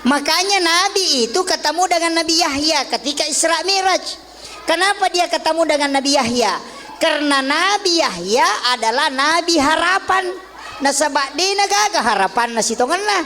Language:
Buginese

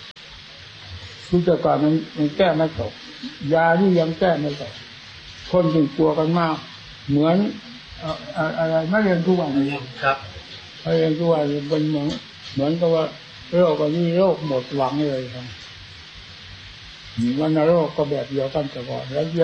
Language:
Thai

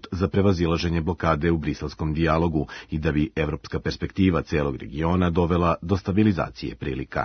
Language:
Serbian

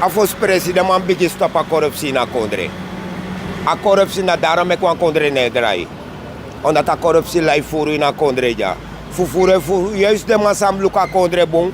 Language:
Sranan Tongo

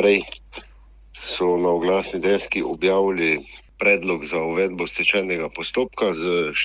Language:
Slovenian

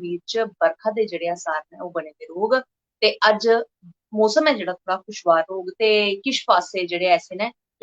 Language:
Dogri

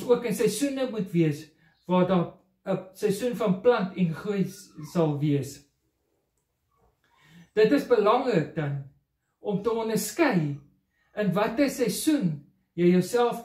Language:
Afrikaans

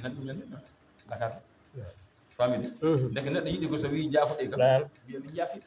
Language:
Fula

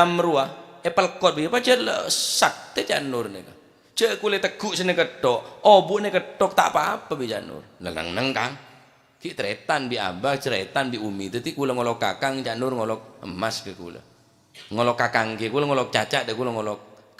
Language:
Madurese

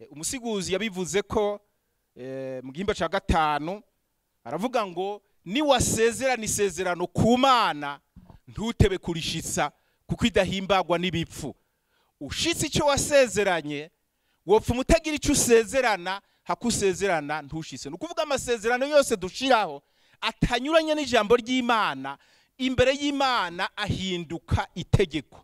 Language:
Rundi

